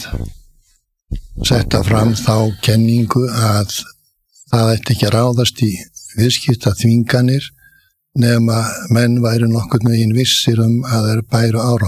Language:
Icelandic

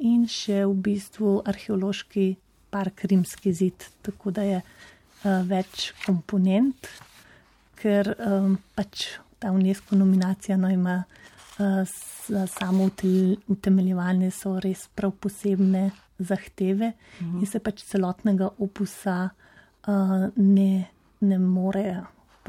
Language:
Slovenian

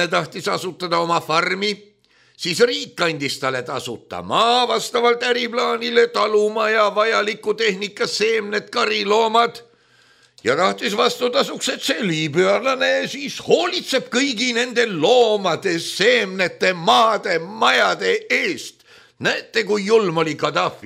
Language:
Estonian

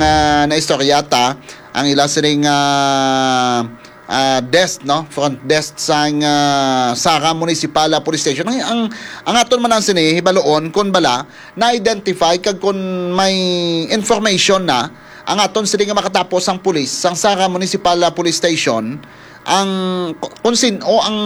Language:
Hiligaynon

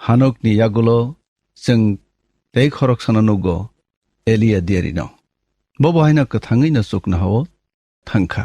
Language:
Kok Borok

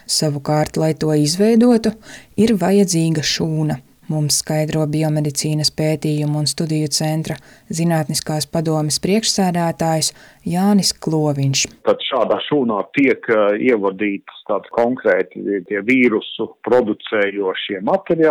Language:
Latvian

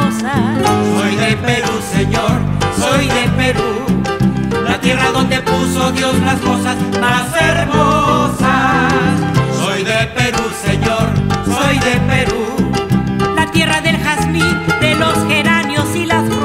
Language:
Spanish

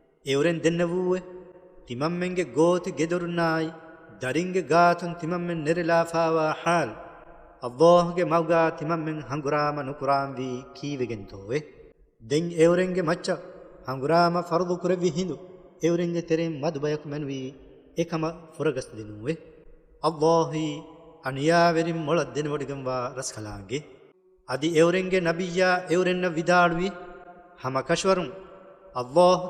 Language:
Divehi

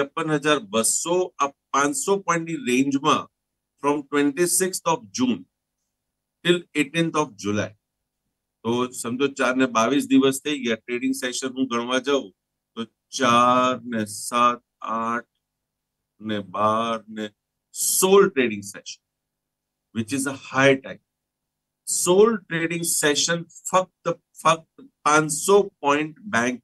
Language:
Gujarati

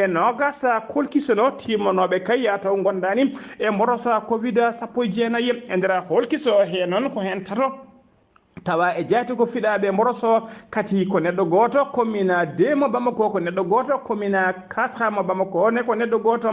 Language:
Fula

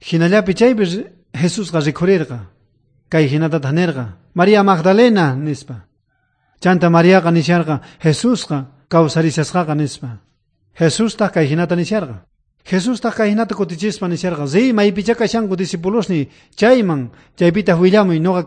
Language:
South Bolivian Quechua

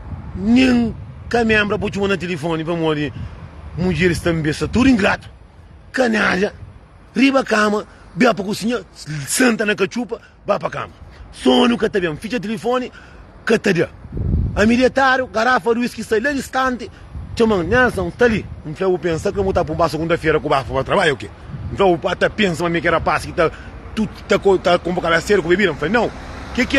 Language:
Kabuverdianu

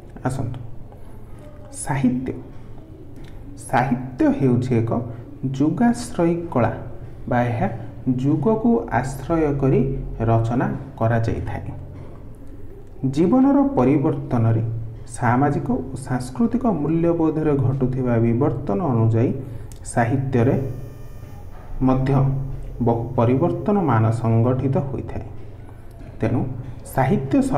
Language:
Odia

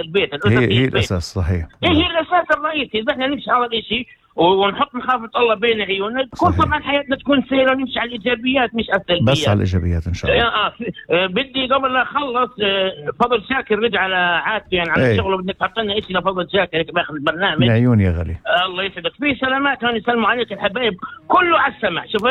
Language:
North Levantine Arabic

